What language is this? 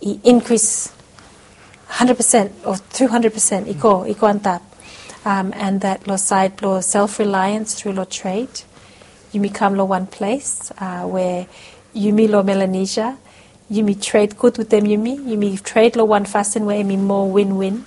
Bislama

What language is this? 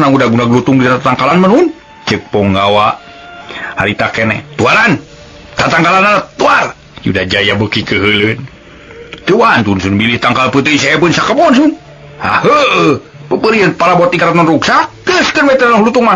Sundanese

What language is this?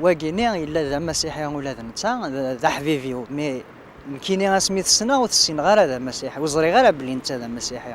Kabyle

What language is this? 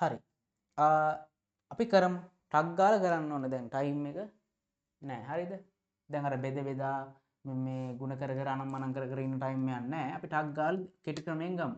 Sinhala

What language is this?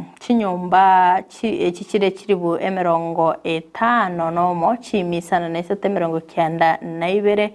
Gusii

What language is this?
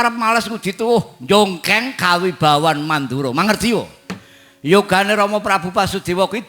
Javanese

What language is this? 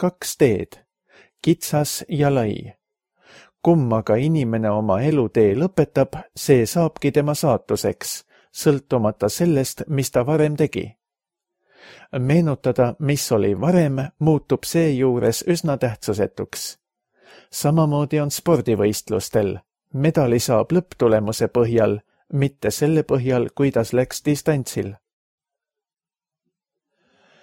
Estonian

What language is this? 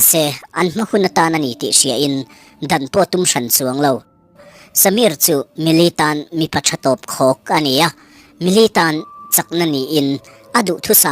Mizo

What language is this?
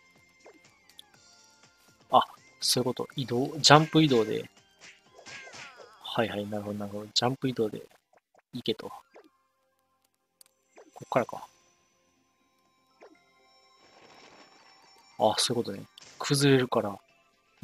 Japanese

